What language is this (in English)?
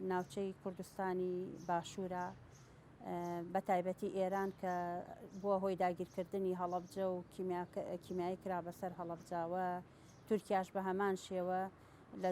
Central Kurdish